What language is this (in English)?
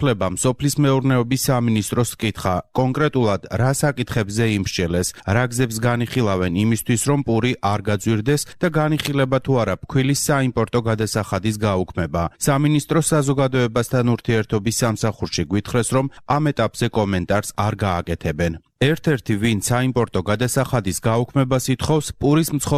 Georgian